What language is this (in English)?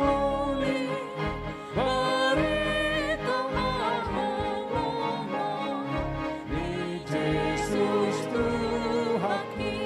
Batak Toba